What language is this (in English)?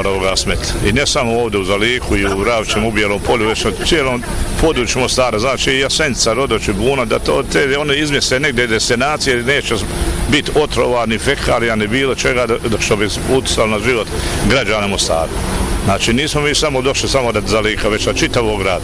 Bosnian